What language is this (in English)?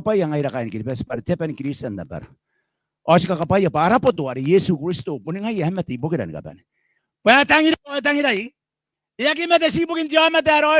Gilbertese